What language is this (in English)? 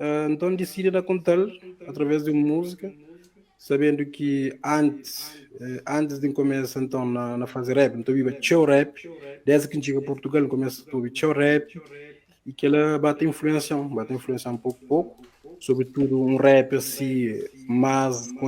Kabuverdianu